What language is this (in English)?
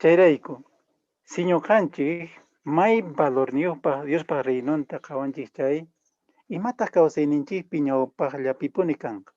Quechua